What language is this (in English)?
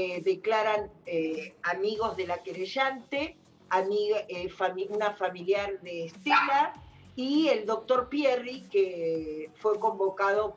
Spanish